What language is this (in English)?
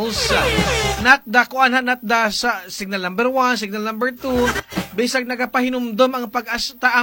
Cebuano